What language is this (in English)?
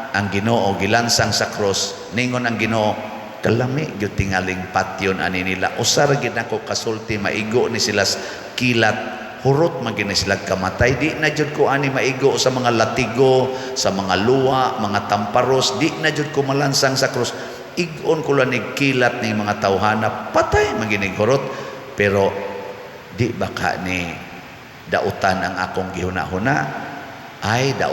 Cebuano